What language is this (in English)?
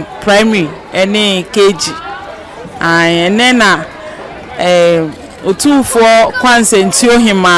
Akan